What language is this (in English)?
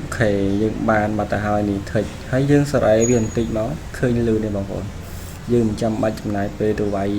Khmer